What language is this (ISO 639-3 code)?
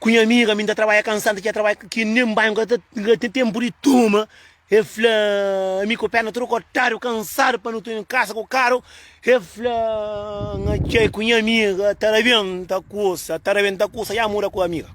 kea